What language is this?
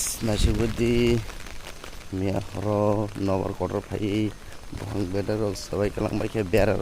Kok Borok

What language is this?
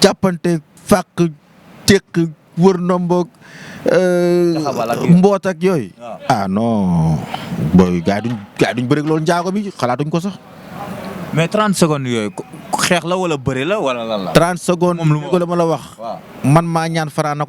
Wolof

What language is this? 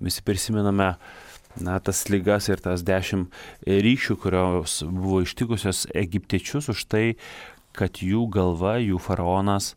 Lithuanian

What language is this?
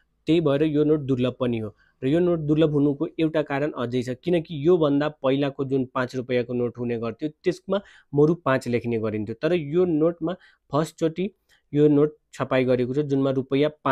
Nepali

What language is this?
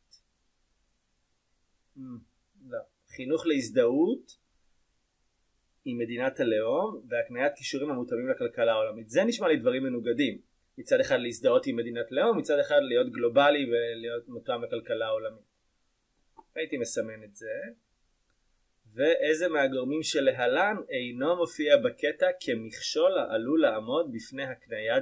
Hebrew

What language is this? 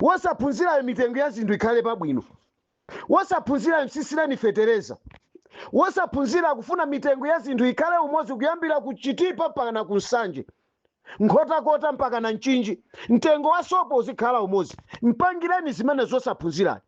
Nyanja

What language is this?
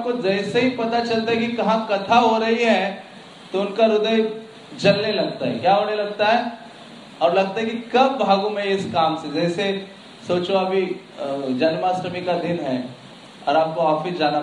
Hindi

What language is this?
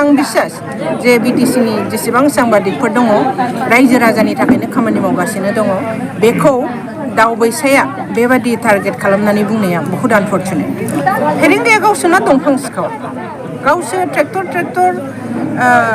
Bodo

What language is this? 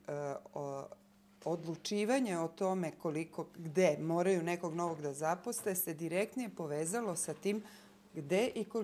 Serbian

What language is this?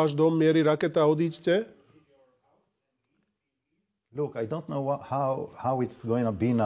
Slovak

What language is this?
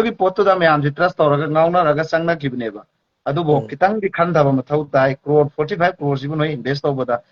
Manipuri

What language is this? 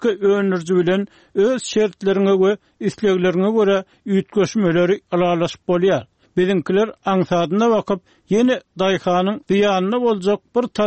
Turkmen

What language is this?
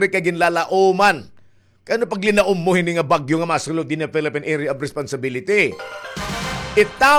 Waray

